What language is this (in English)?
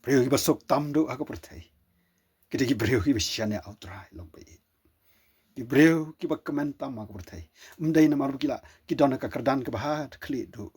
Khasi